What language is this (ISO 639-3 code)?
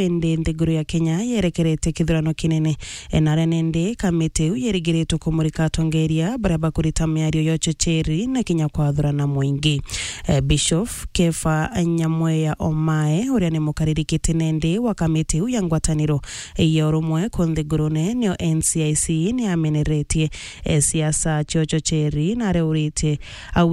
mer